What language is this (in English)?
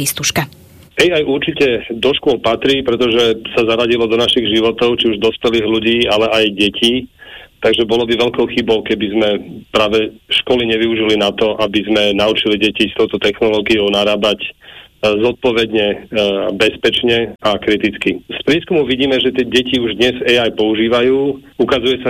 Slovak